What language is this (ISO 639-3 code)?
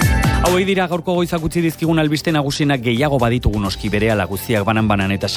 eus